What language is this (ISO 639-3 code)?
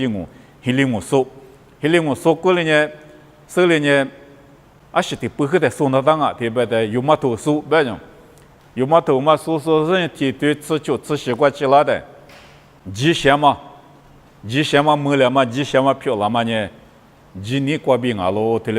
lis